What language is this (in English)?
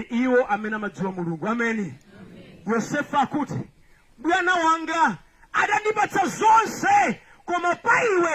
Nyanja